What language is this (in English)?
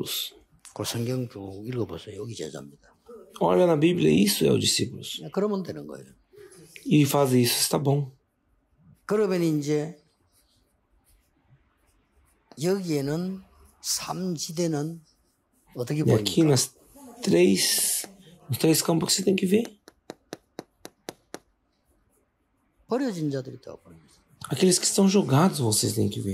Korean